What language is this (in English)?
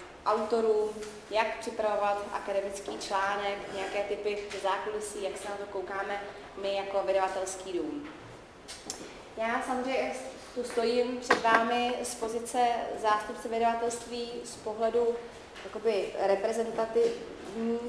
Czech